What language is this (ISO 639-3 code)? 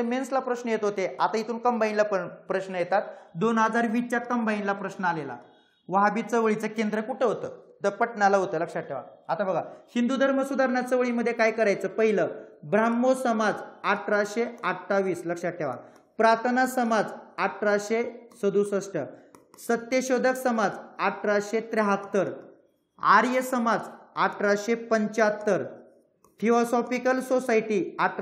mar